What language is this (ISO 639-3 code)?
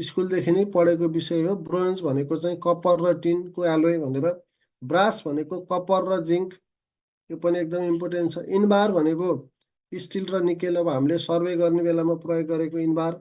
nep